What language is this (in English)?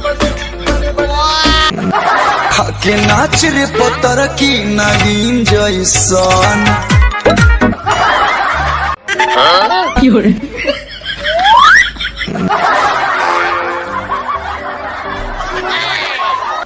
Bhojpuri